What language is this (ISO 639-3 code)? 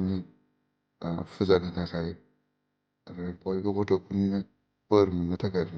brx